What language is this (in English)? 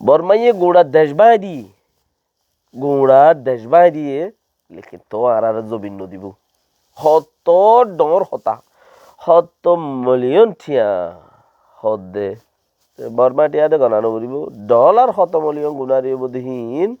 Rohingya